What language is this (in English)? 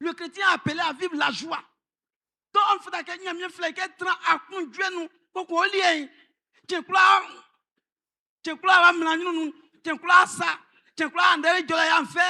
Baoulé